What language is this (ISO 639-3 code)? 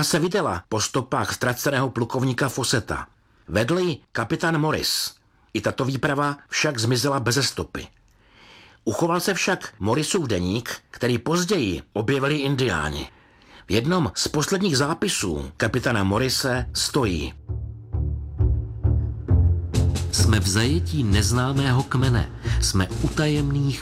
ces